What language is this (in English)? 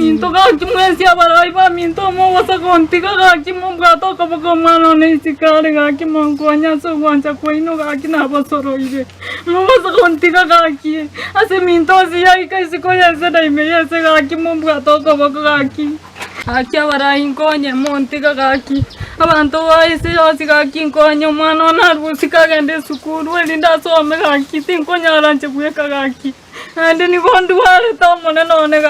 Gusii